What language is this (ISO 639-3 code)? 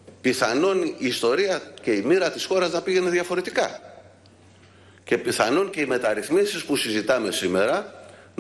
ell